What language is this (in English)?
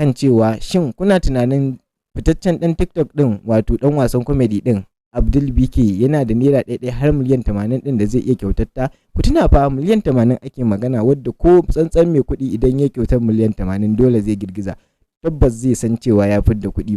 Hausa